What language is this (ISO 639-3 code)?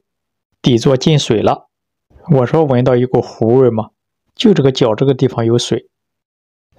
zho